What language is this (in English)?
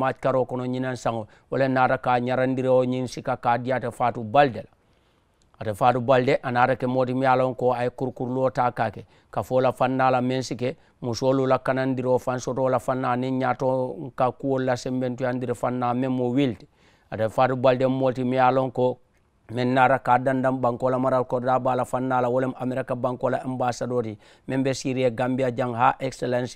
Mandingo